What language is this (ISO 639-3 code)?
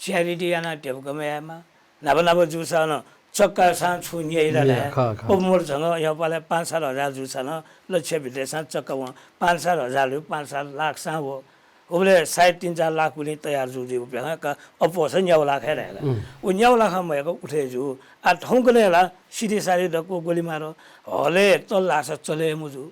new